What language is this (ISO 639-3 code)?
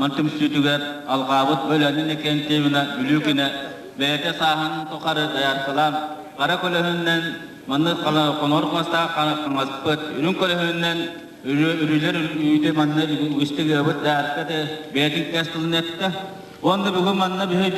sah